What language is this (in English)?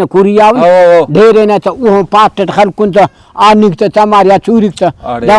Brahui